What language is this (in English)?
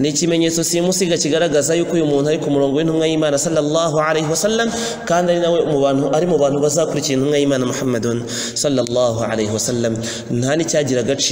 Kinyarwanda